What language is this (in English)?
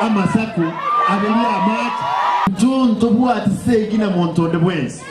Gusii